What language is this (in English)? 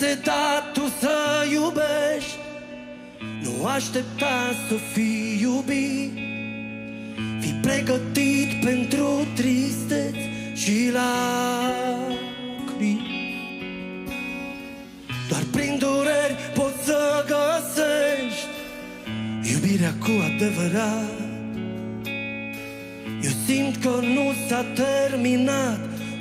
Romanian